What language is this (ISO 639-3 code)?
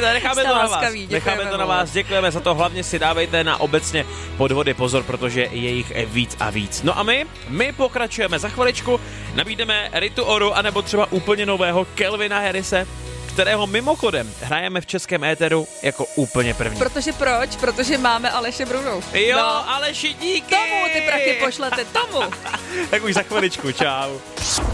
ces